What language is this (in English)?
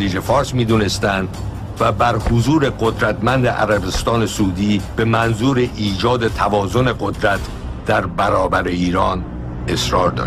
Persian